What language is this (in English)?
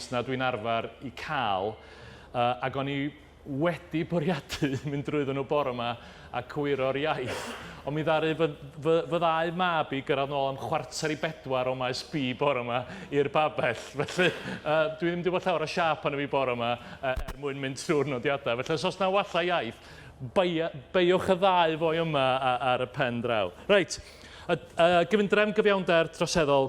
Welsh